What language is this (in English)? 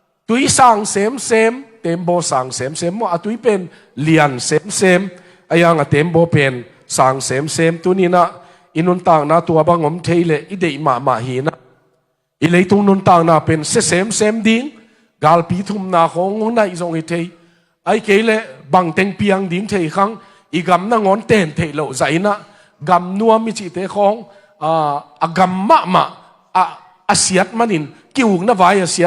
Tedim Chin